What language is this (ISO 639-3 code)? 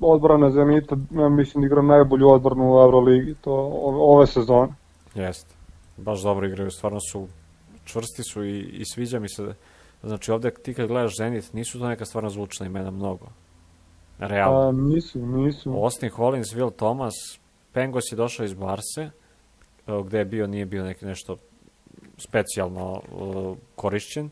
srp